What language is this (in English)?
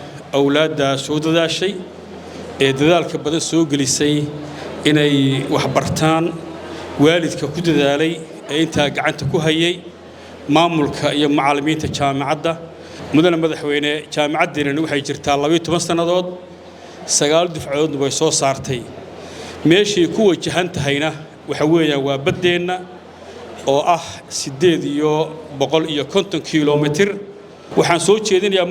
Somali